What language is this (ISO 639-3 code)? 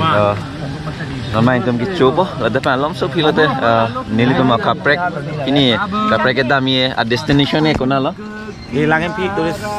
mjw